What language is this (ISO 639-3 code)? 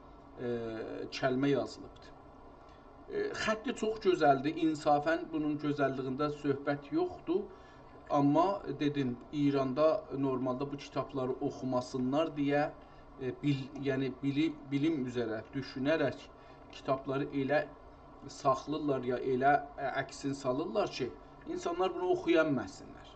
azb